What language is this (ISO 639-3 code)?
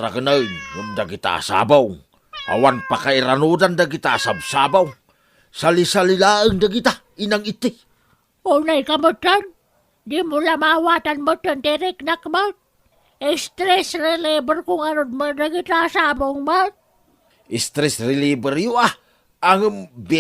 ilo